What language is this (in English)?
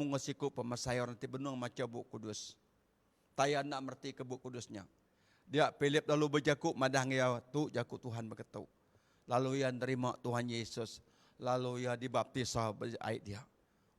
Iban